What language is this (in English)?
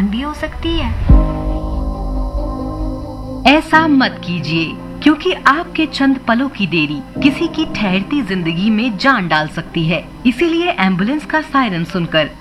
Hindi